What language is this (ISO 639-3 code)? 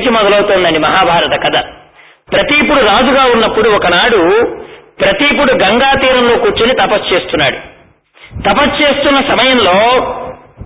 tel